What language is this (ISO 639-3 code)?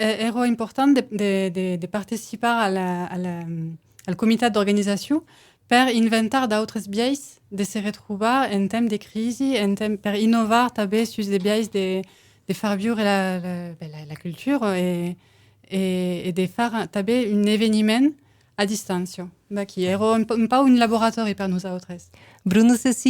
oci